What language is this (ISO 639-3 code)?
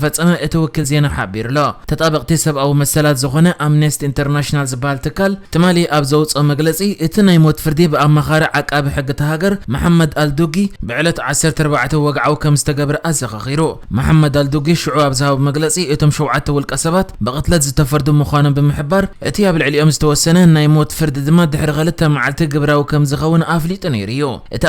tir